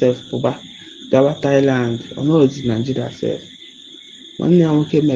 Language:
Igbo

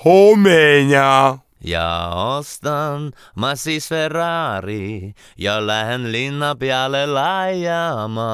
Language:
Estonian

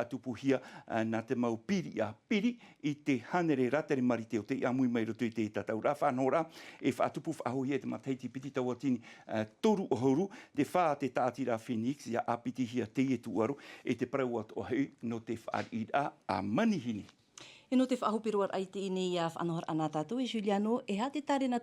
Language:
Tahitian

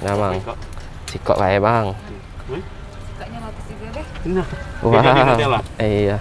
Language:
Musi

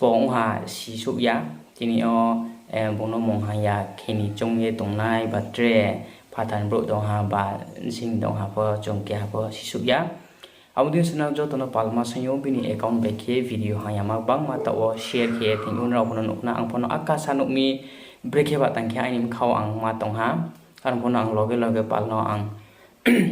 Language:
Riang (India)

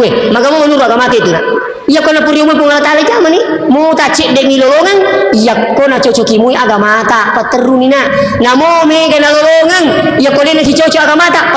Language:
Buginese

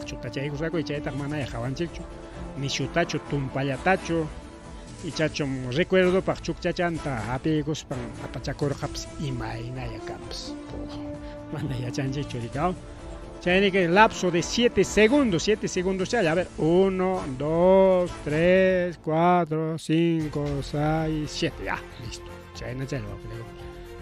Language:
Ayacucho Quechua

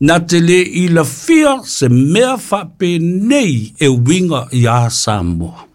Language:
Samoan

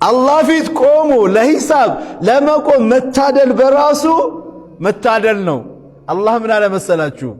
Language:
Amharic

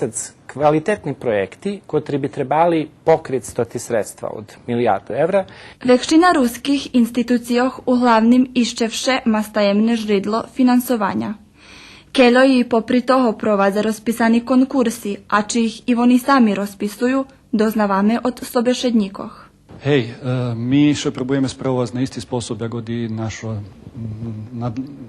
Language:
Rusyn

